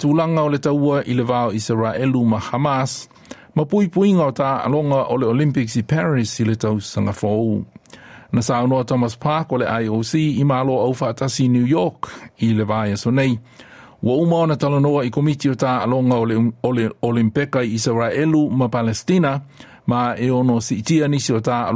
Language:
Samoan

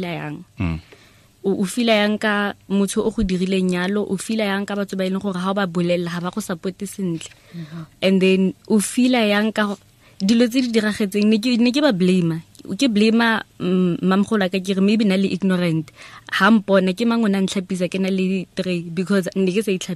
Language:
Tswana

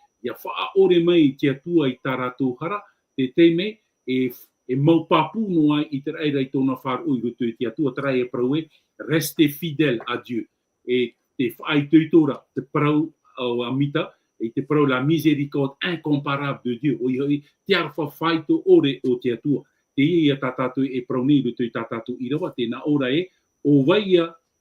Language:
Tahitian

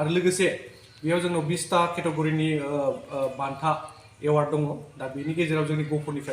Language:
Bodo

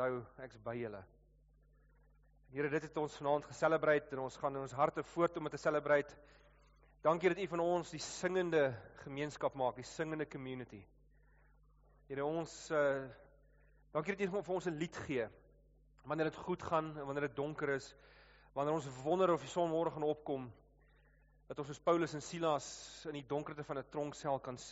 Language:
Afrikaans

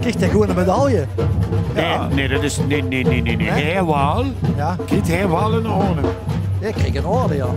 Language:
Limburgish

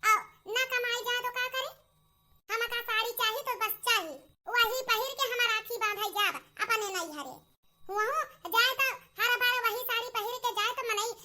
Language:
Awadhi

